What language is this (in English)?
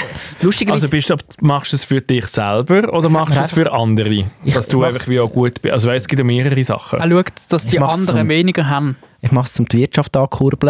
Swiss German